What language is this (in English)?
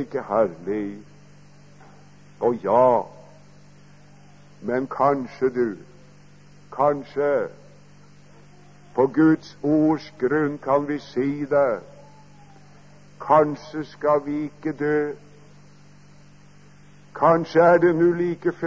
Norwegian